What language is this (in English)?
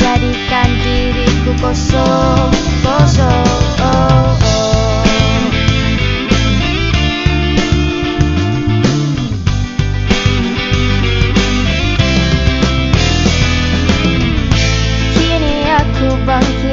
Malay